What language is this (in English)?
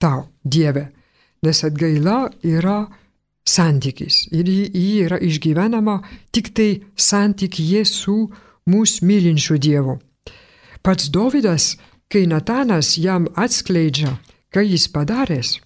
Lithuanian